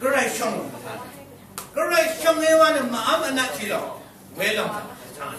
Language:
Rawang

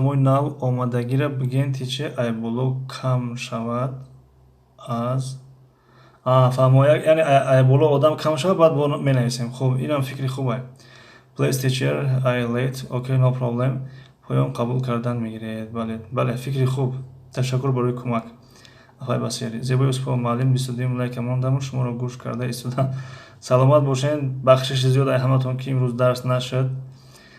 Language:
Tajik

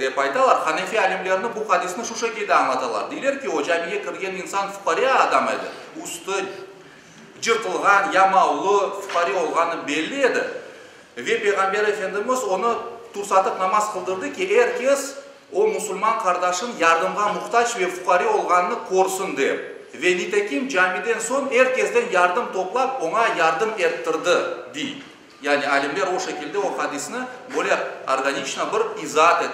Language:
Crimean Tatar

